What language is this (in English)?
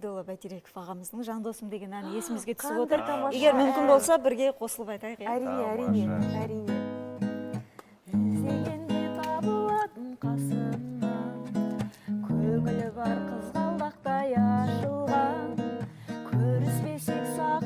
Kazakh